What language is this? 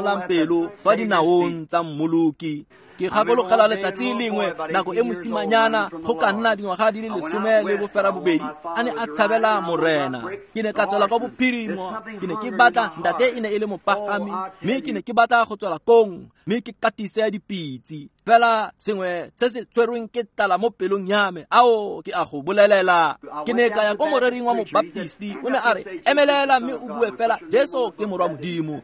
Tswana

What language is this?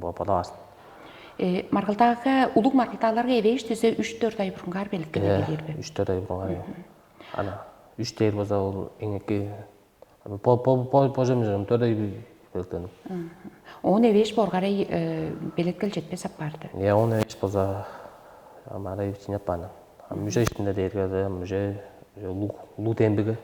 Tuvinian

